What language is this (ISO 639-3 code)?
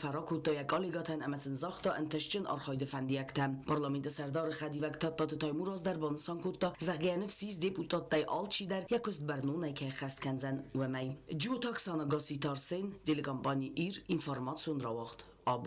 oss